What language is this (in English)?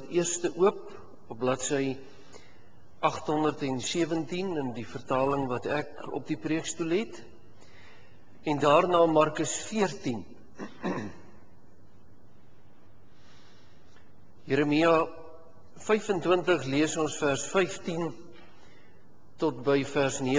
Afrikaans